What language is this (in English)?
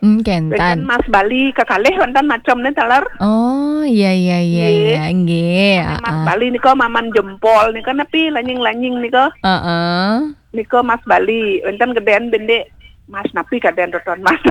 Balinese